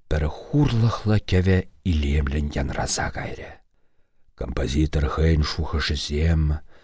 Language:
Chuvash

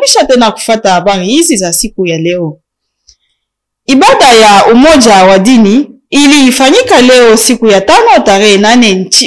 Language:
Swahili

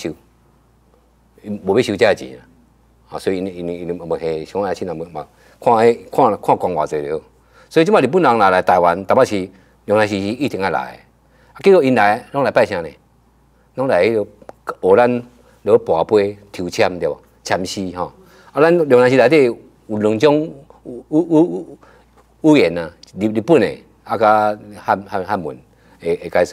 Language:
Min Nan Chinese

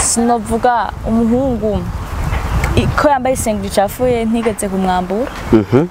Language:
Rundi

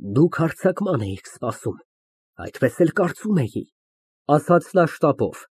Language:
Armenian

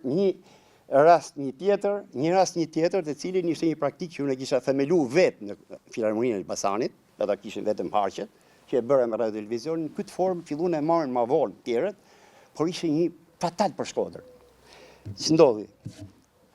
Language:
Albanian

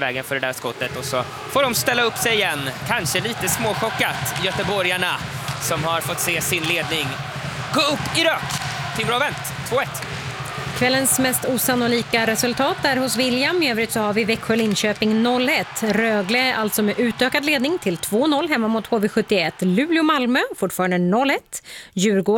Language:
Swedish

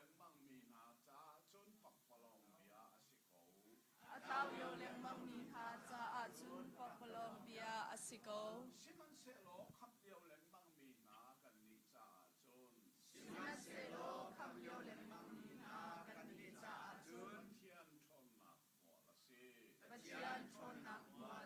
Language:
Hakha Chin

